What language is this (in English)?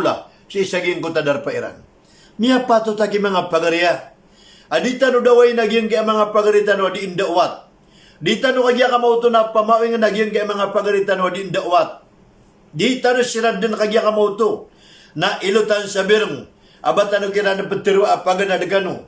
Maranao